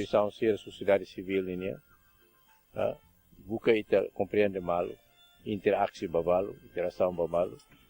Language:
Tetum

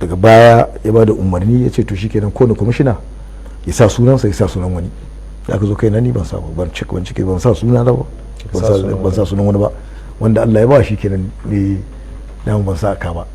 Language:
Hausa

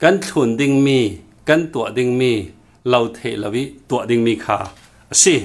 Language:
Falam Chin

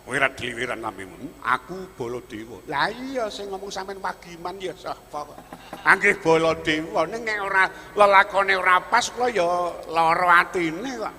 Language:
Javanese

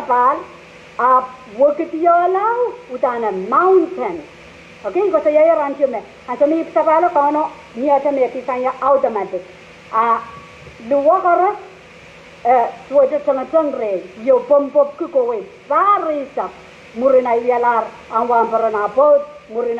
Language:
Pohnpeian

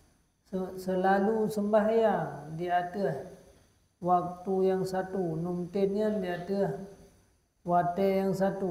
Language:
Achinese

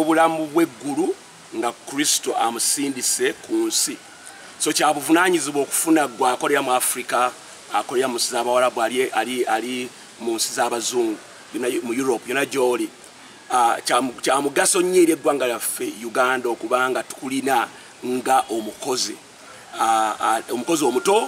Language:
Ganda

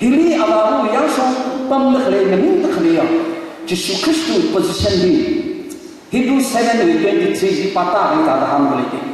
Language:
Tangkhul Naga (India)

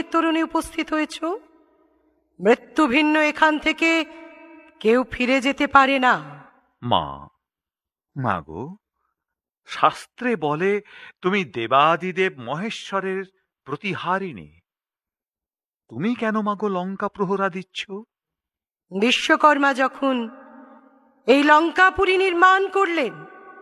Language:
Bangla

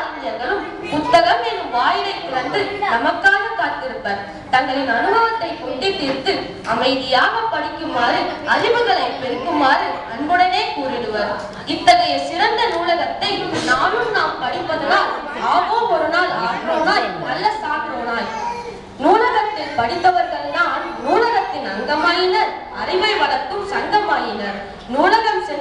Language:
Tamil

